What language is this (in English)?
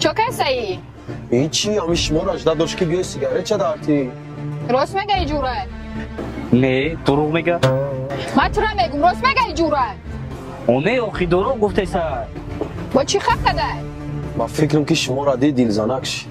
Tajik